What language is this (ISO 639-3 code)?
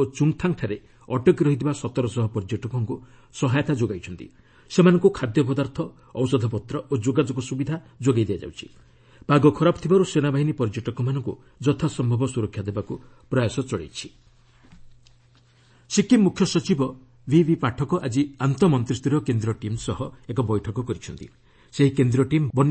ori